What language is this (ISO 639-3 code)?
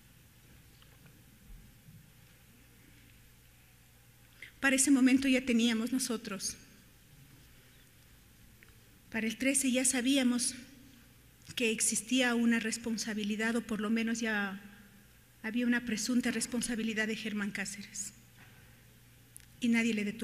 spa